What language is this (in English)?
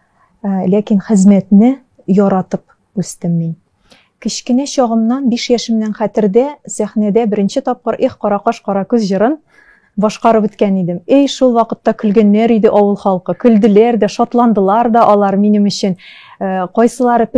Tatar